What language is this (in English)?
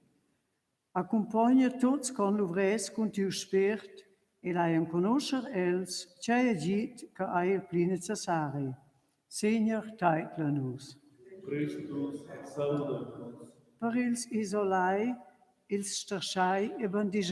Romansh